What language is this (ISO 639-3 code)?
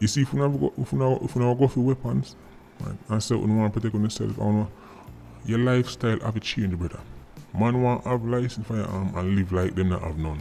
jam